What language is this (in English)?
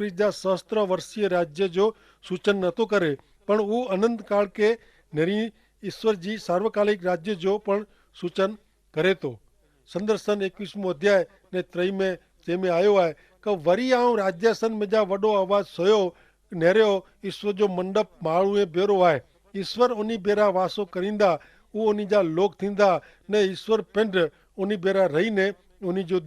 Kachhi